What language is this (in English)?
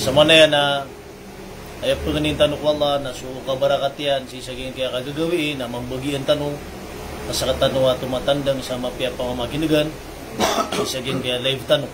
Maranao